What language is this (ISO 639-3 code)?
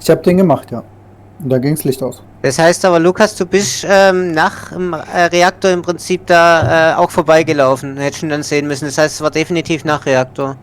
gsw